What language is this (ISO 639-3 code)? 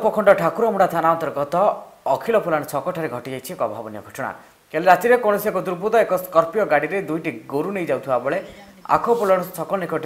ori